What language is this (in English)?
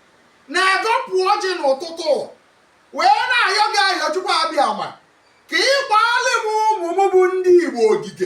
Igbo